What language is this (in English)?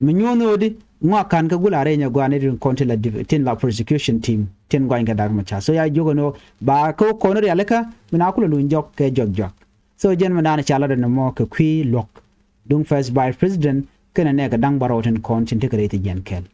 Nuer